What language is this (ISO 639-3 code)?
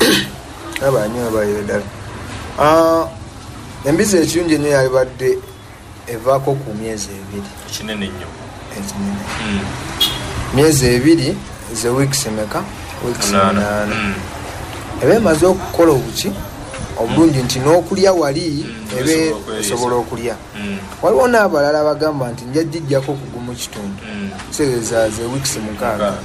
lug